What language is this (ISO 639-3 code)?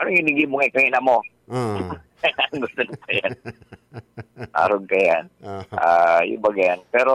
bik